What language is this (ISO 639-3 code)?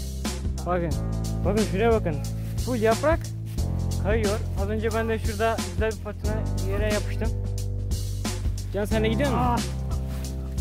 tur